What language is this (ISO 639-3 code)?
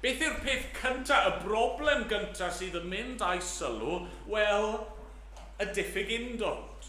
cym